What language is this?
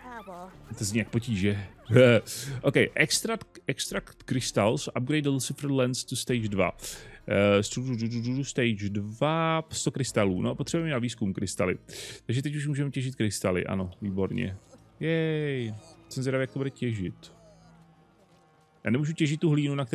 Czech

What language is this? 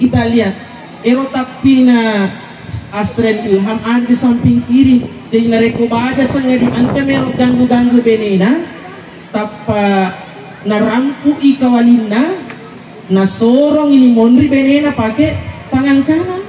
Buginese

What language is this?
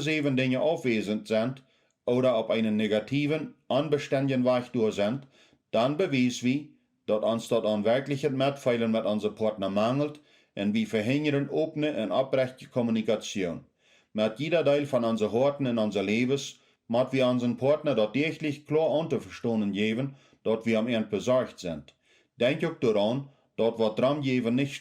Plautdietsch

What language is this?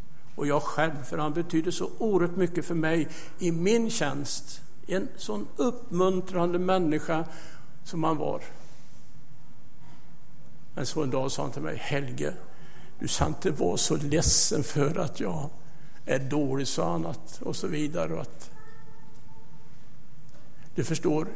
Swedish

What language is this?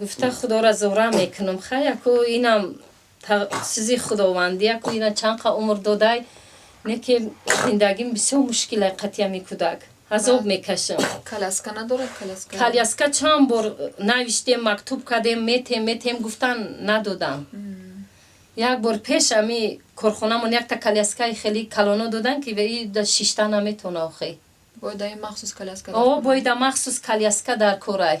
Tajik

